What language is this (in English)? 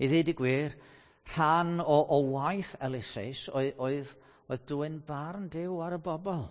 Welsh